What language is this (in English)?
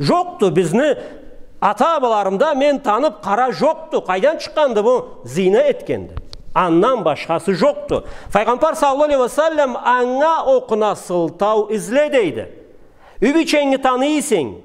Karachay-Balkar